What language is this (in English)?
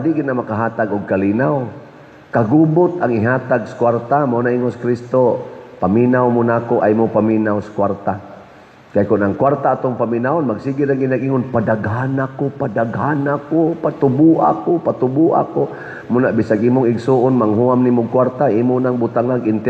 Cebuano